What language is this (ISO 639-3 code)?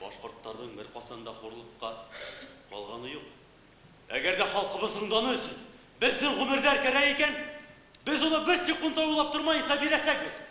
bak